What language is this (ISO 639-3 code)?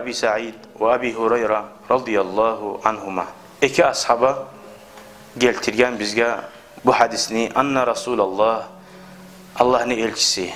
kum